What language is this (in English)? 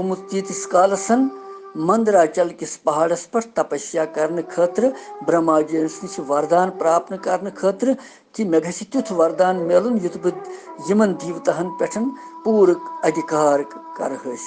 Kashmiri